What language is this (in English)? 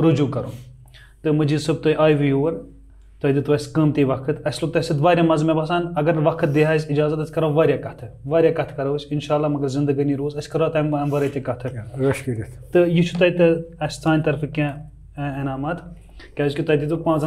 Kashmiri